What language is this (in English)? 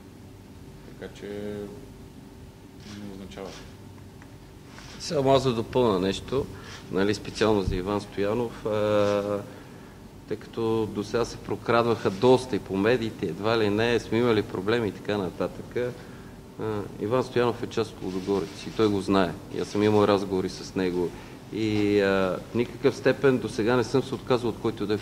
Bulgarian